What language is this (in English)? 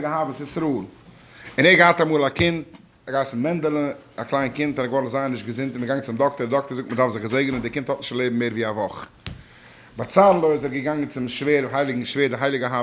Yiddish